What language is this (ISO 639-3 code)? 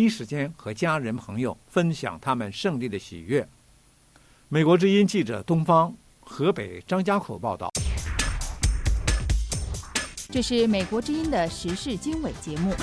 zho